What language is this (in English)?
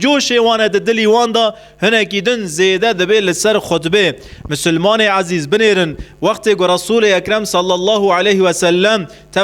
Kurdish